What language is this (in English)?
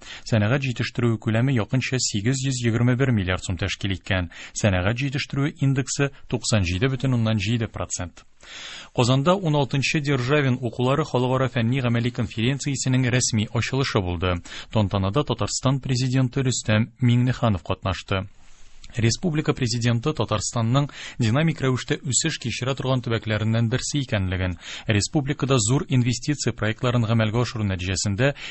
Tatar